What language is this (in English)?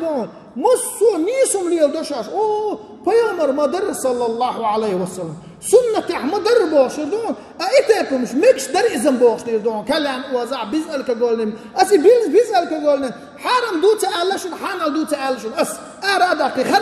Chechen